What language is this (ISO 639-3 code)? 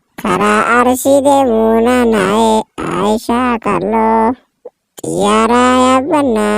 orm